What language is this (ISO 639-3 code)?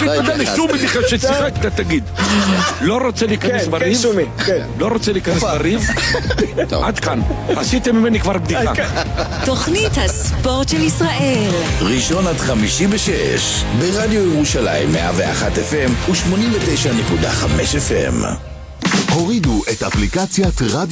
heb